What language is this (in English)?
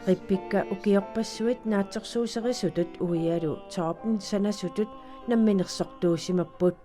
Kalaallisut